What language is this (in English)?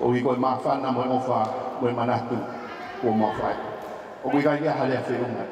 Tongan